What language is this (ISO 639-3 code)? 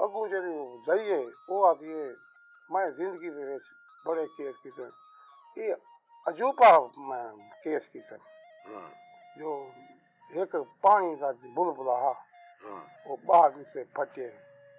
skr